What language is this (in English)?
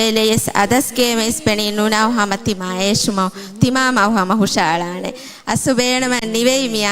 Divehi